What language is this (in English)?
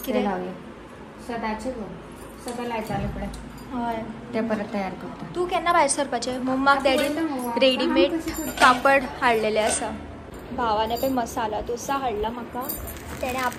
Konkani